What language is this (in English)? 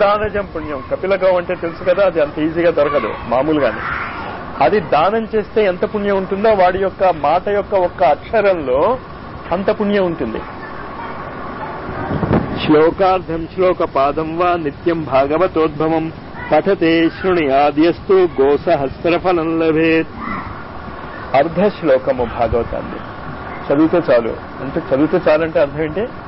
Telugu